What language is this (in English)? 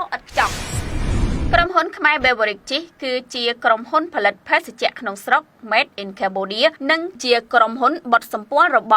Khmer